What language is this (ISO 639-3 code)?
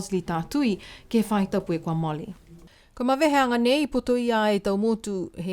niu